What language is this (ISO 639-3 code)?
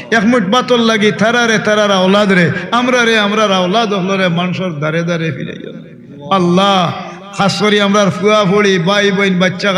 syl